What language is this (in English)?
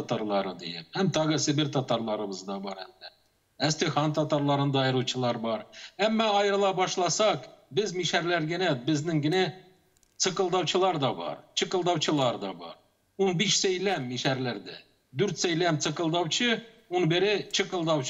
Tatar